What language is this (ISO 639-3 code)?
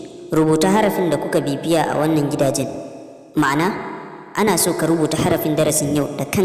hau